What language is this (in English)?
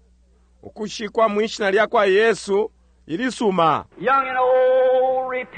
Bemba